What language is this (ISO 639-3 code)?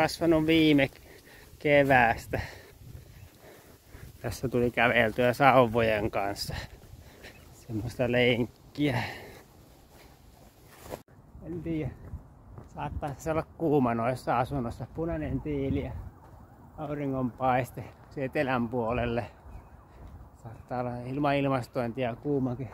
fin